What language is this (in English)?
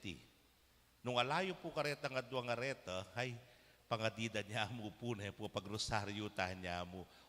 Pampanga